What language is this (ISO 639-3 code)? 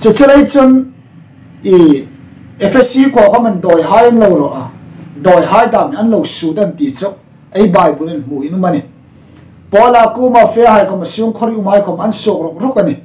hmr